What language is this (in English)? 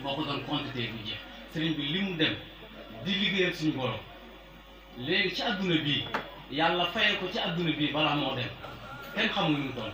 Wolof